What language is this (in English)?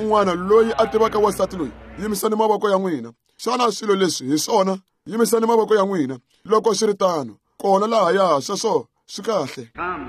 Tsonga